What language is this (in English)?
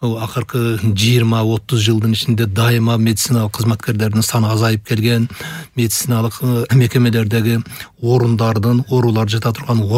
Kyrgyz